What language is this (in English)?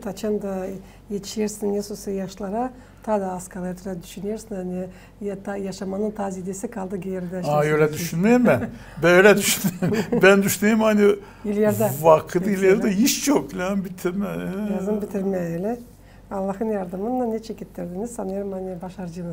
Gagauz